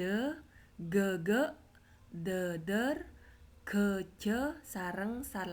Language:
Madurese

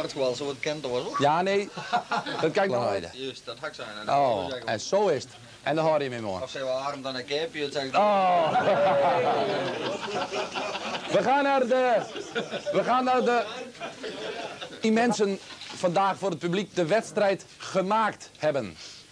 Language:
Dutch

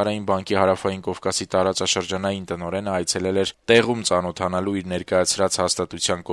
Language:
Armenian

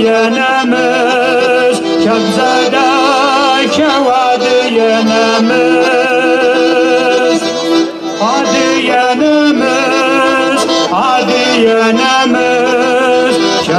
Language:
Kabardian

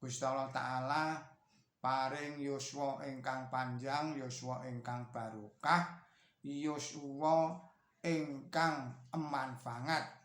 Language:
Javanese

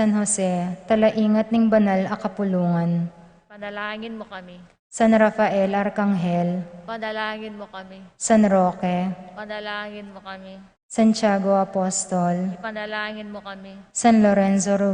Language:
Pampanga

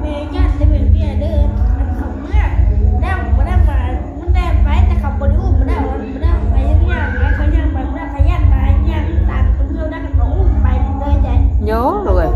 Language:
Northeastern Thai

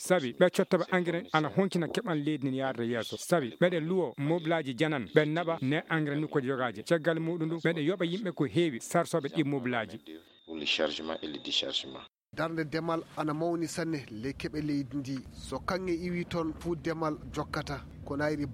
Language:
Fula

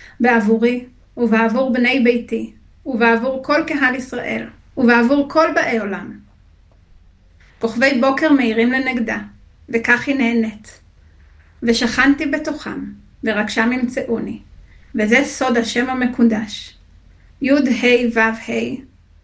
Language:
Hebrew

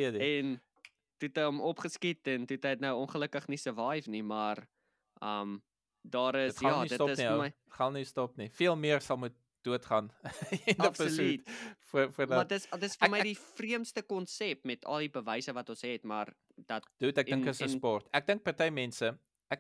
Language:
Afrikaans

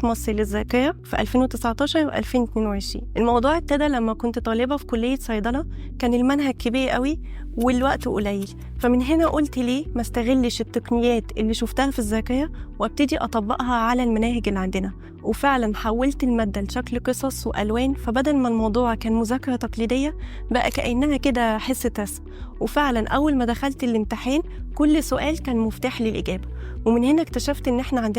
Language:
Egyptian Arabic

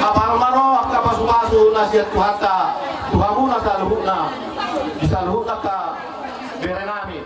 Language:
Batak Toba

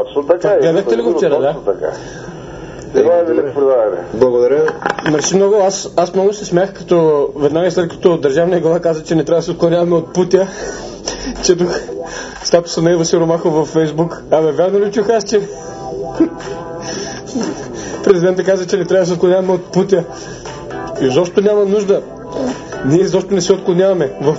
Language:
Bulgarian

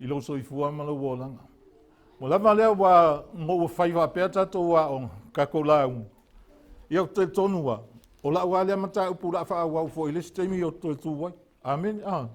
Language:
Samoan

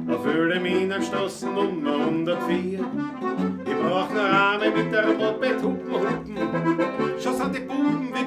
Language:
Bavarian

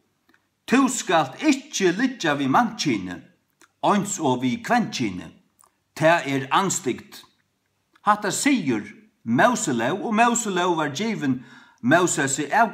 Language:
Faroese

